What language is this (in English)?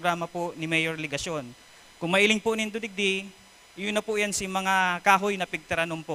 Bikol